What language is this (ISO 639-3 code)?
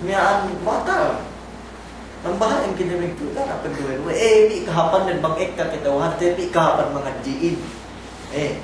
yka